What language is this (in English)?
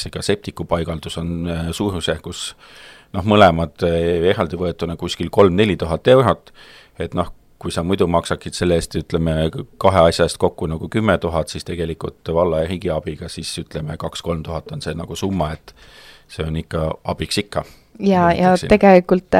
Estonian